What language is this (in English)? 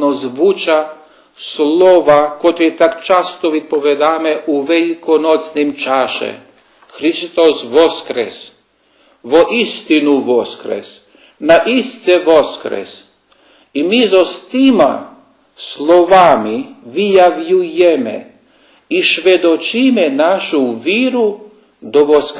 Rusyn